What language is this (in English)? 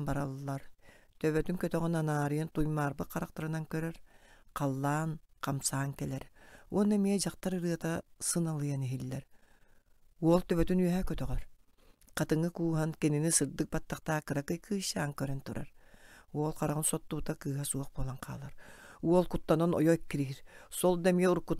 Yakut